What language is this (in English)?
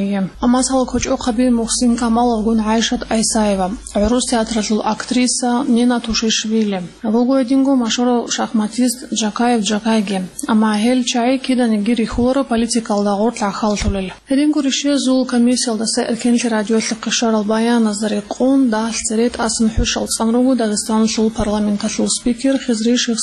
Avaric